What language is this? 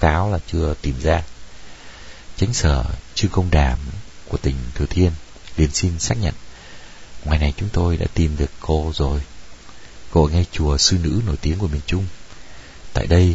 Vietnamese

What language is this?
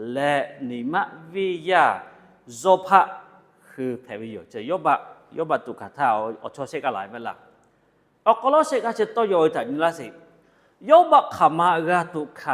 Lahu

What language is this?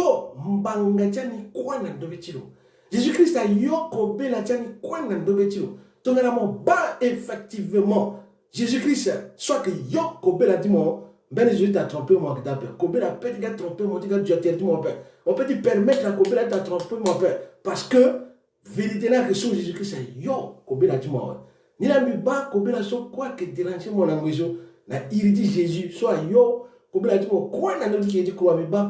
Sango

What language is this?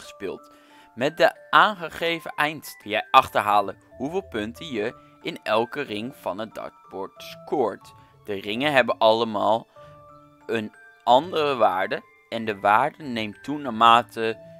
Dutch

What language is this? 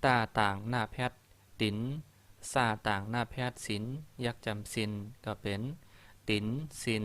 Shan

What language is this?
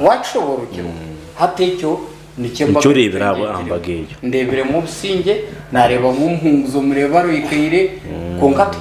Nyankole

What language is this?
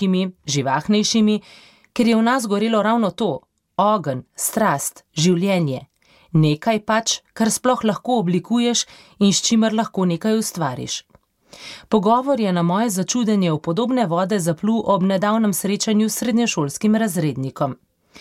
Slovenian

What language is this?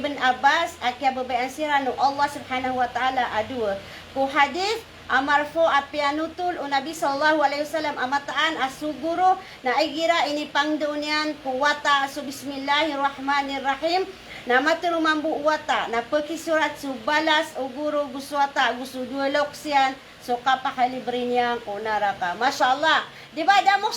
Maranao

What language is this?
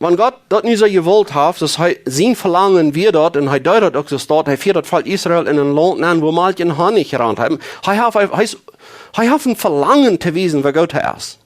Plautdietsch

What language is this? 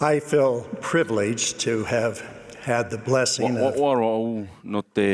Tahitian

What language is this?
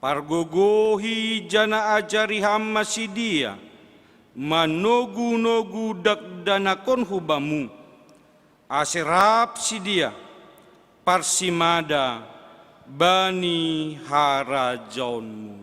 Batak Simalungun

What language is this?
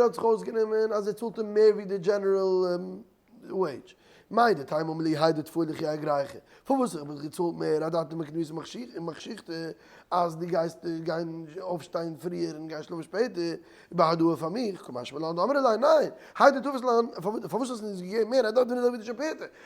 Yiddish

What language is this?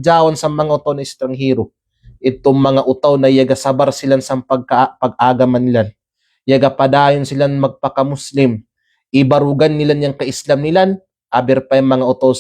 Kalagan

